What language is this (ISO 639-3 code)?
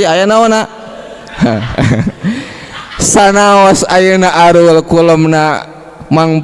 sun